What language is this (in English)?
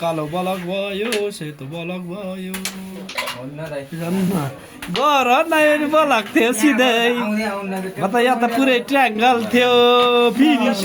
Nepali